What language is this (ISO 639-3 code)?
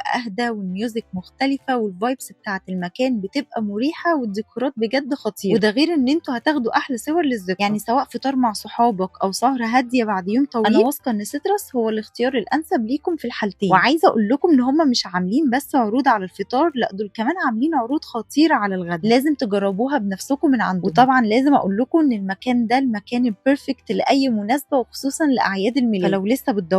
arz